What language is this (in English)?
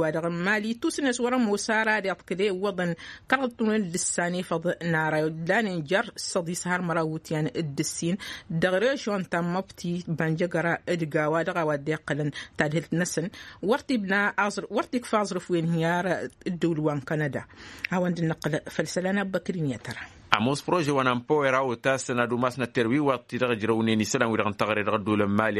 Tamasheq